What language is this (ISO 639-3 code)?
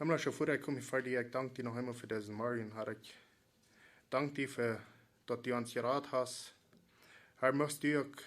pdt